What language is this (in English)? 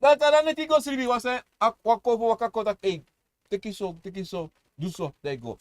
Sranan Tongo